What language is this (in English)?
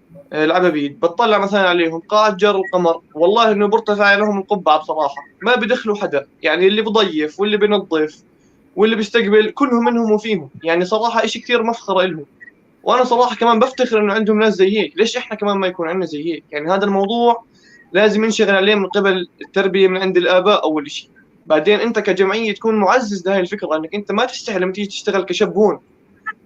North Levantine Arabic